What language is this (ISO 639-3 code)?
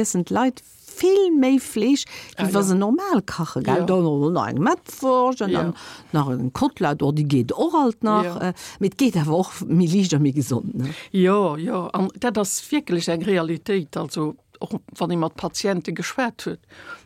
ltz